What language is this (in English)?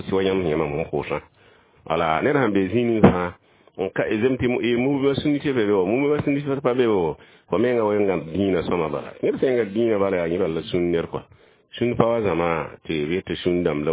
Mossi